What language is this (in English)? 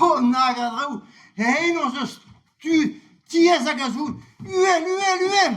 Breton